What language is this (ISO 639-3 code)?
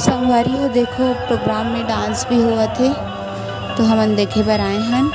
hne